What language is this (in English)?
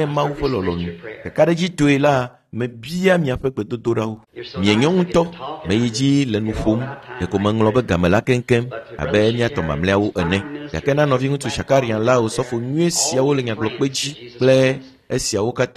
Ewe